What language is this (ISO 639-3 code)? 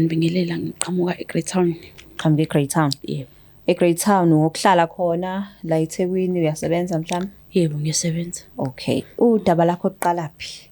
zul